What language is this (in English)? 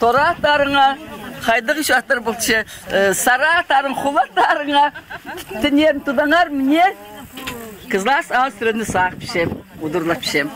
Khakas